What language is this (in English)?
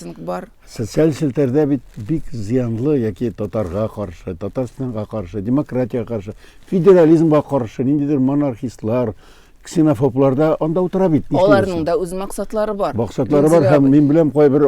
Tatar